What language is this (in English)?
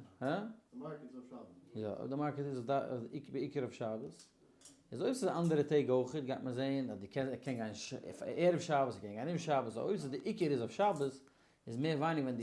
Yiddish